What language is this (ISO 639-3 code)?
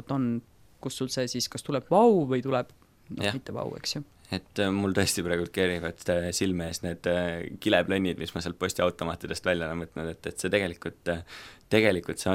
est